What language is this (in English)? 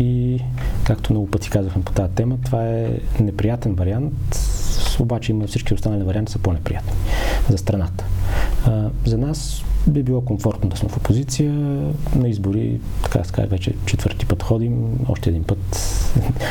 Bulgarian